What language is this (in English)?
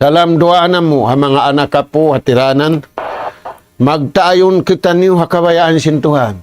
Tausug